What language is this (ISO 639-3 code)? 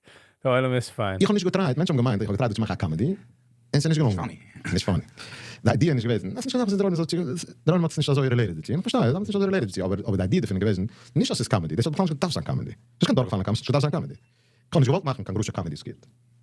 yid